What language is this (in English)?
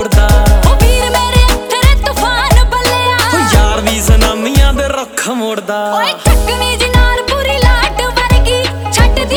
Punjabi